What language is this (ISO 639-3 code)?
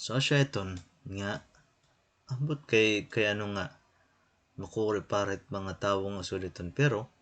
war